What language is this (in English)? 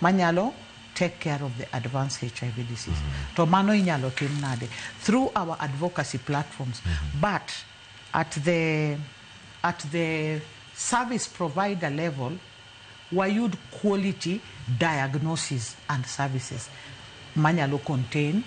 Luo (Kenya and Tanzania)